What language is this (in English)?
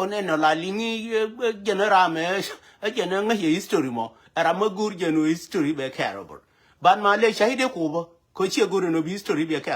Nuer